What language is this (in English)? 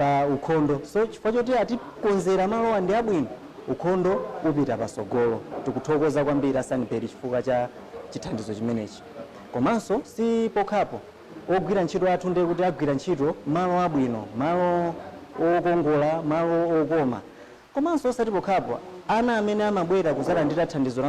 Nyanja